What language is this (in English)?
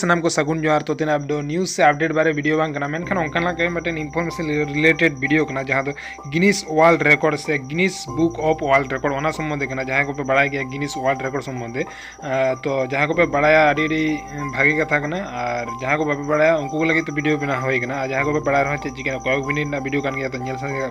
Santali